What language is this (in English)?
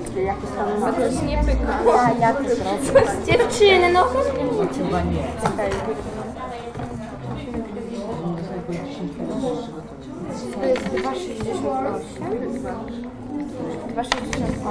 Polish